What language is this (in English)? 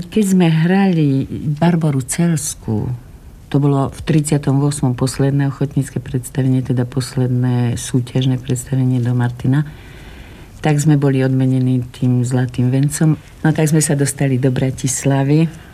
Slovak